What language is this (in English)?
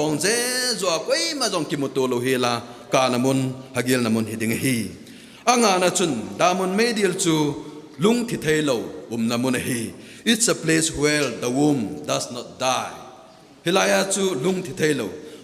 Thado Chin